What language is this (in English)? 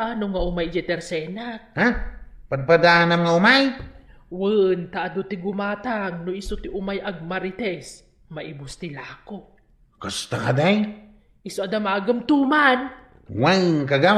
Iloko